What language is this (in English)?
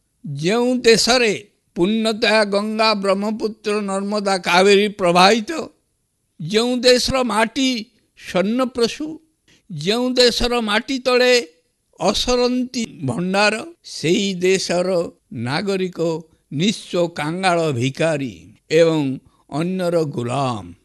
Odia